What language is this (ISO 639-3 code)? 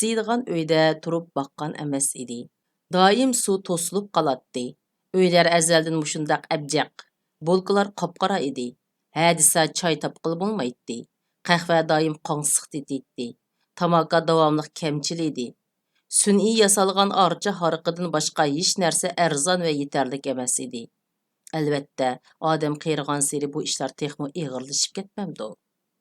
uig